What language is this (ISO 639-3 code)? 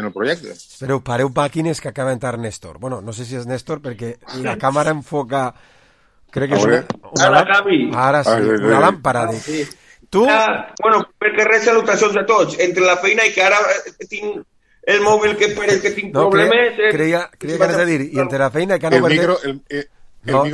cat